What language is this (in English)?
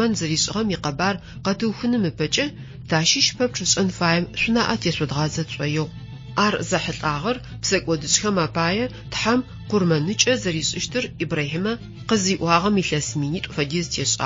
Adyghe